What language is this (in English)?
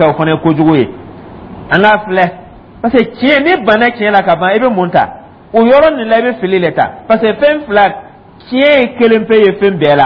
Dyula